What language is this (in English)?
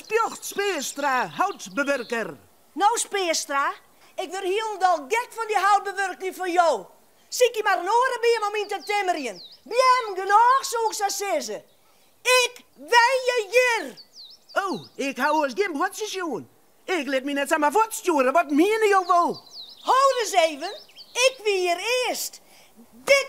Western Frisian